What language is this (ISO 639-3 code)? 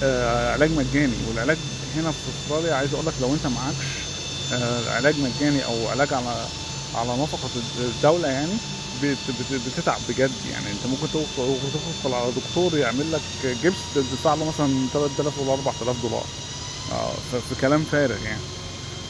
arz